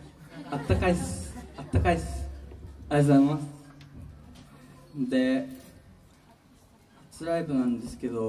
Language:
Japanese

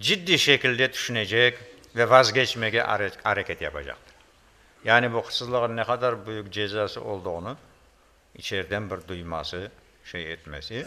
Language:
Crimean Tatar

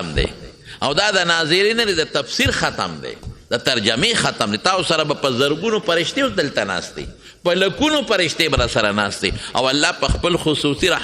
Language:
Pashto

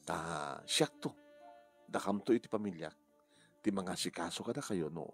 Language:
Iloko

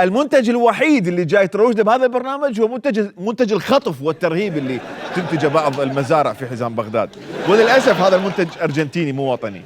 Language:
Mesopotamian Arabic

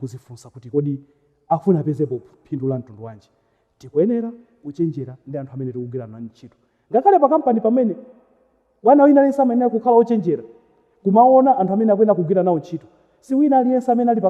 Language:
Nyanja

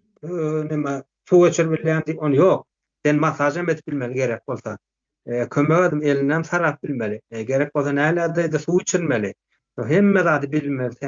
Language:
Turkmen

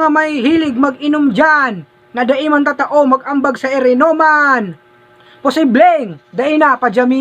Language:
Bikol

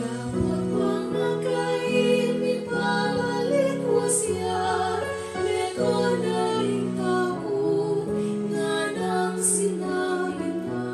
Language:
Pampanga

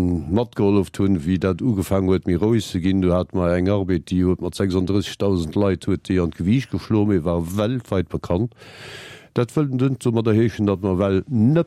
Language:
Luxembourgish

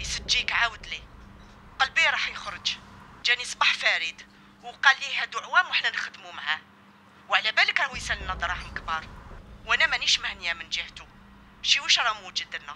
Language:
Algerian Arabic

